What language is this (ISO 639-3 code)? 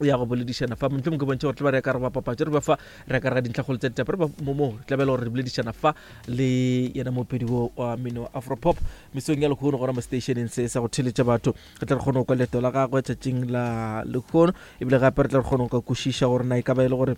nso